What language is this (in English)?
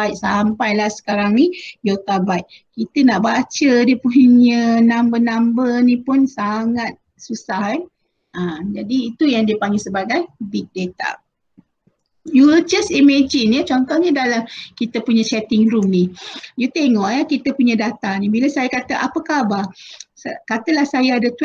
Malay